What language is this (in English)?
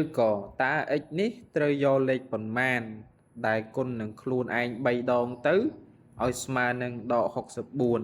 Khmer